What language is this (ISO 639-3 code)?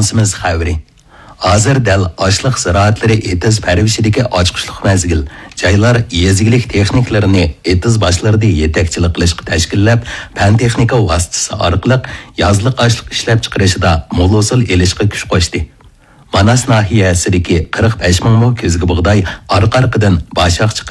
uig